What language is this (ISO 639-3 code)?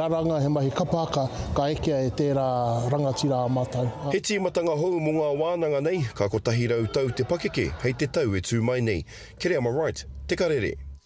mri